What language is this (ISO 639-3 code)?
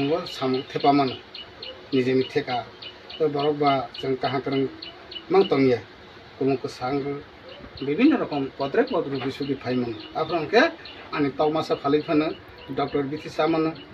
trp